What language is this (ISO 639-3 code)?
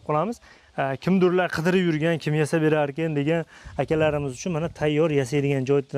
uzb